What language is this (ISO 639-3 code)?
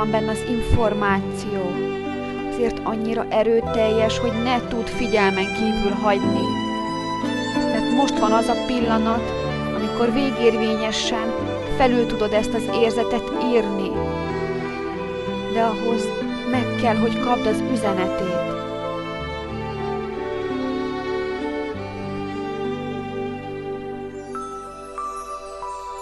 hun